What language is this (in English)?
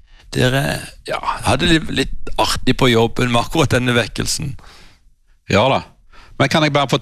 Norwegian